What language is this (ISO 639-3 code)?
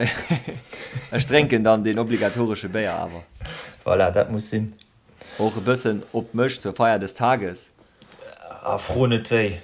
ltz